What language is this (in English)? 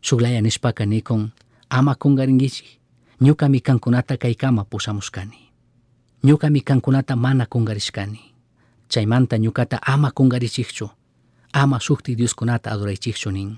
Chimborazo Highland Quichua